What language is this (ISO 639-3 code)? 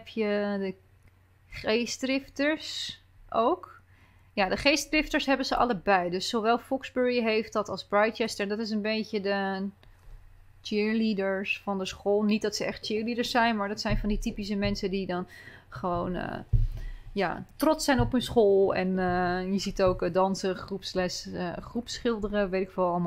nld